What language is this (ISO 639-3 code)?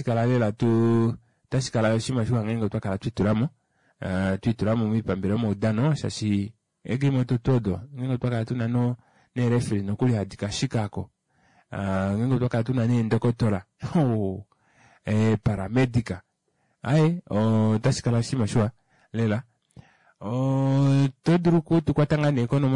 kua